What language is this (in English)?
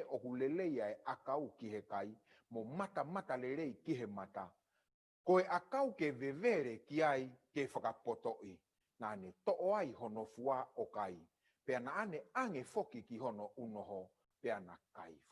Tongan